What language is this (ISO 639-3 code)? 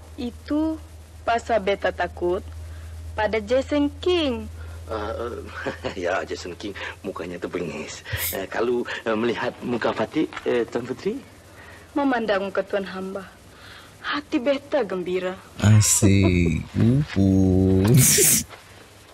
msa